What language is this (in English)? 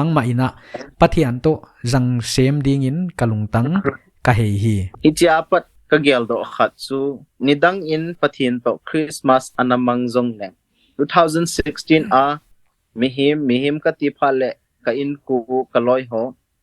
Paite Chin